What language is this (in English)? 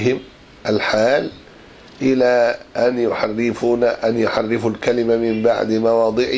Arabic